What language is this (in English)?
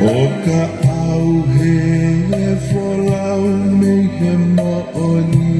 Tongan